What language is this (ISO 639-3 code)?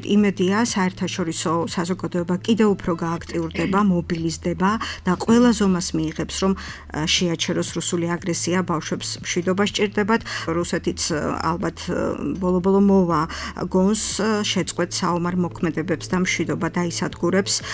kat